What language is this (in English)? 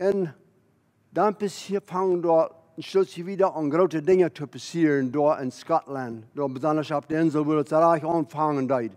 Plautdietsch